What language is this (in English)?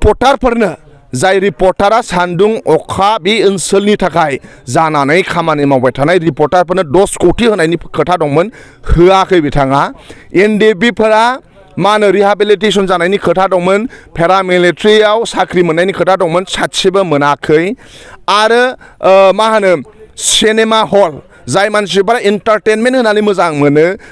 Bodo